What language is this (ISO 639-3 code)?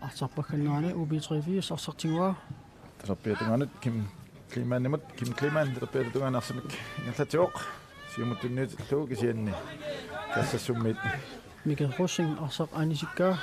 kal